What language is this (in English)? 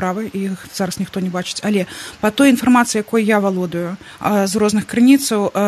Belarusian